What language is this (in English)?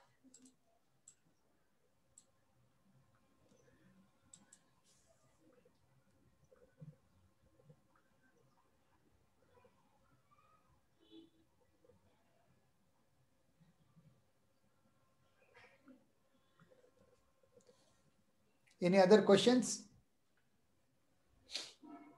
Kannada